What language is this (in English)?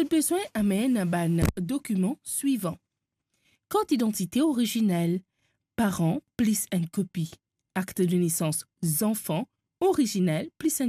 Morisyen